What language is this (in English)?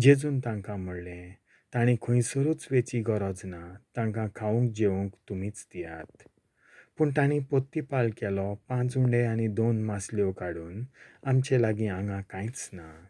Konkani